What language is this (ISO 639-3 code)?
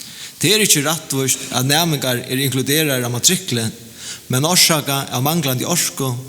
fao